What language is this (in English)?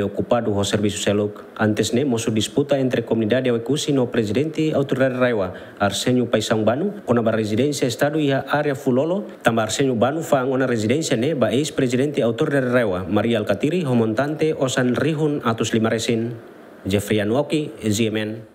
Tetum